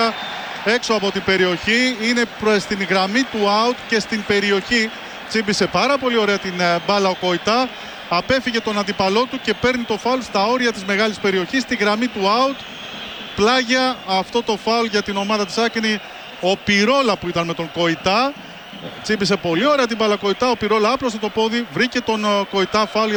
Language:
Greek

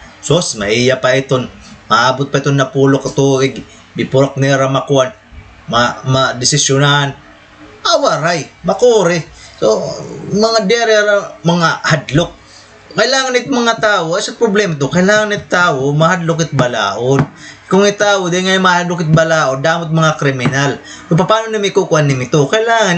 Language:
Waray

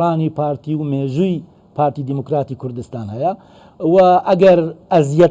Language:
Central Kurdish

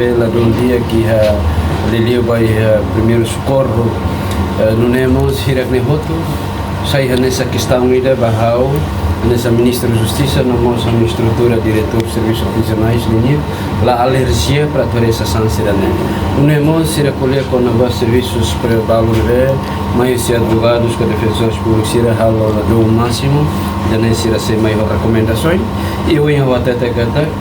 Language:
Tetum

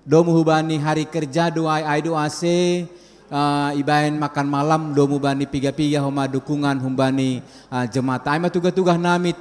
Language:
Batak Simalungun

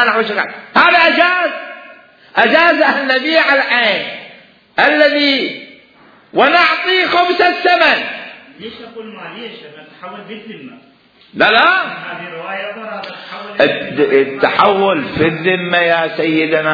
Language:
Mesopotamian Arabic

